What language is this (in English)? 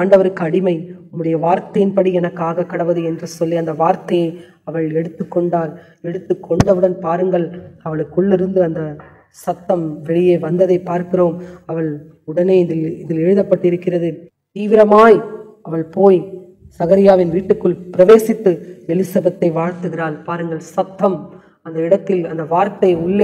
Tamil